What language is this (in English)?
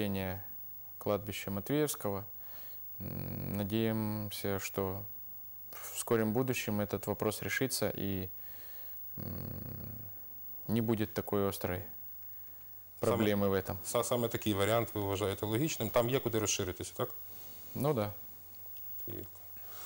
Ukrainian